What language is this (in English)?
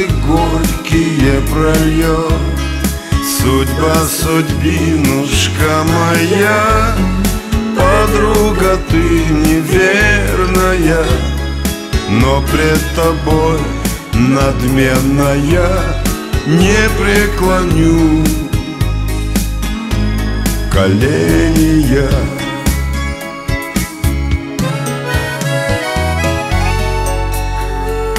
Russian